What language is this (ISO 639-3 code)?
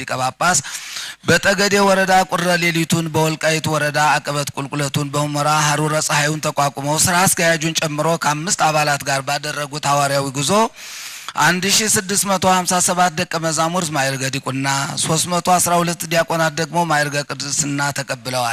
amh